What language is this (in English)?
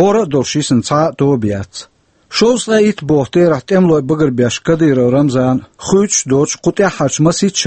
Chechen